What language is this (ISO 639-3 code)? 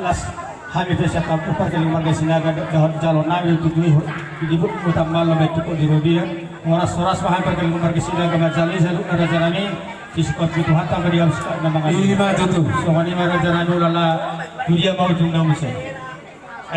bbc